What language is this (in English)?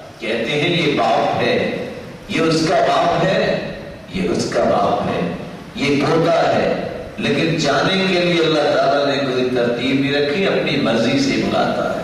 Urdu